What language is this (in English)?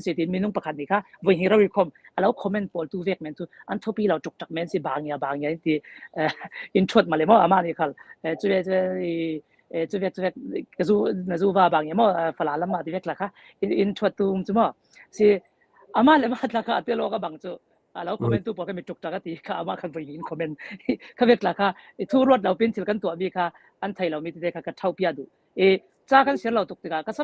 Falam Chin